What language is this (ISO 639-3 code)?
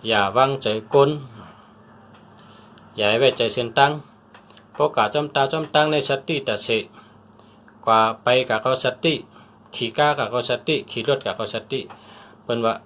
shn